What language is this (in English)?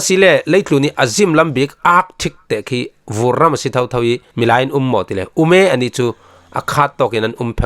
Falam Chin